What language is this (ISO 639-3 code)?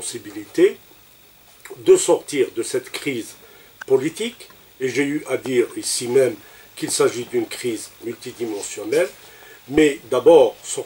fra